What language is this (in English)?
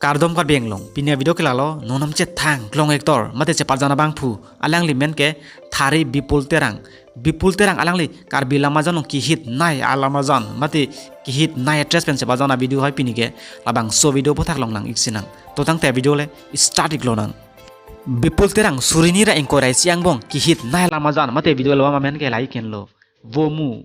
Karbi